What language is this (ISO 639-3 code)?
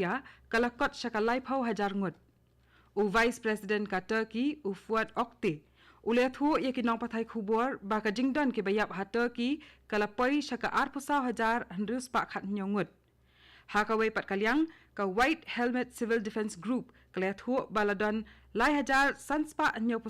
kha